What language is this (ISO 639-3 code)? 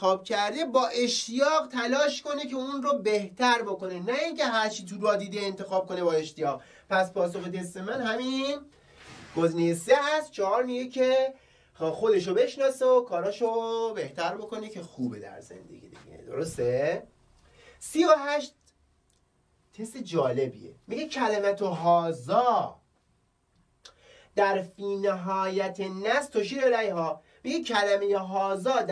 fas